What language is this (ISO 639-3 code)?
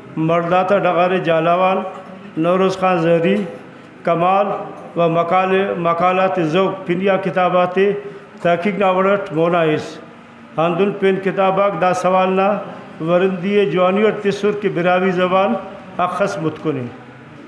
brh